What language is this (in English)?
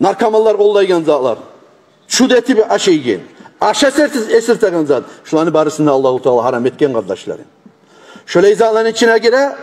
Kumyk